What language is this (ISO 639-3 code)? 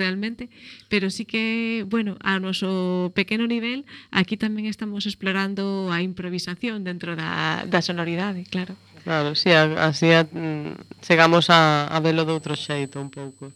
glg